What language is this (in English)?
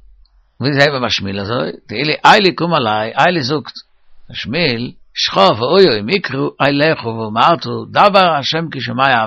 Yiddish